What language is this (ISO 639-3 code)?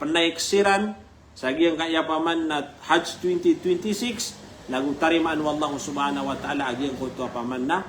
mrw